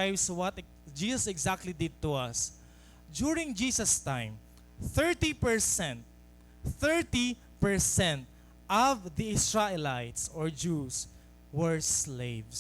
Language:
Waray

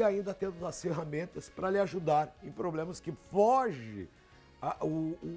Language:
Portuguese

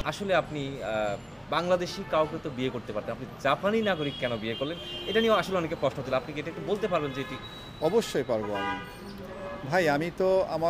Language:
Bangla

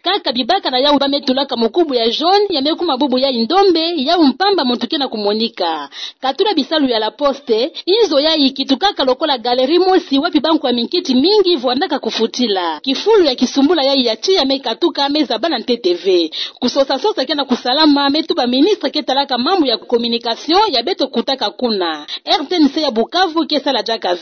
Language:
Kituba (Democratic Republic of Congo)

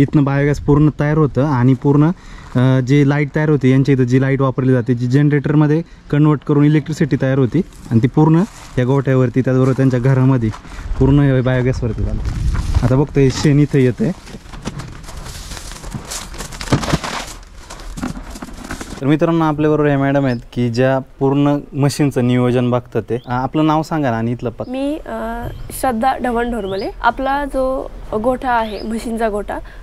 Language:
Marathi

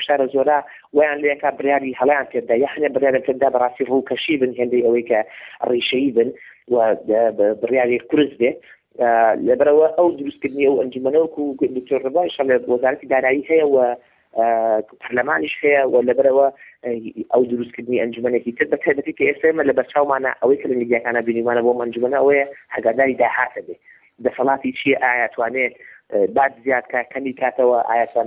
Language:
Central Kurdish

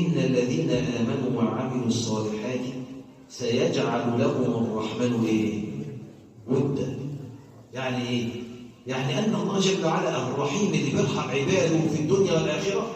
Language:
Egyptian Arabic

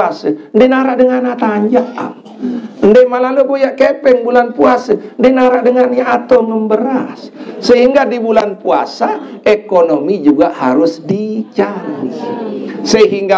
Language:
Sasak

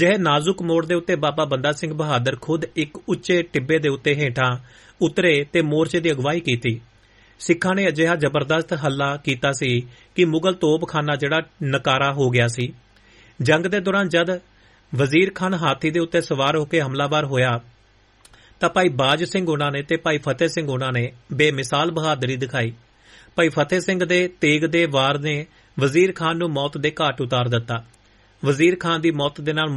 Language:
Punjabi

